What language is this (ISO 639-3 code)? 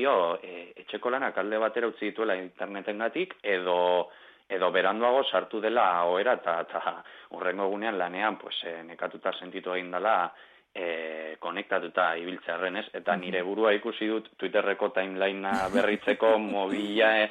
eus